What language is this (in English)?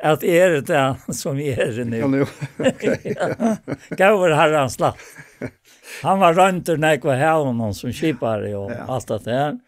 Faroese